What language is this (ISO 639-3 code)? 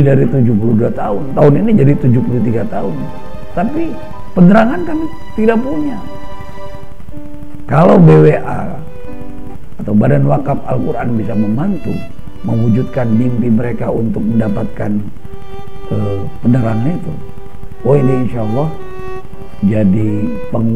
ind